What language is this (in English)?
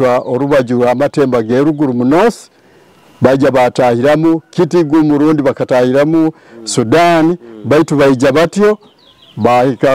Nyoro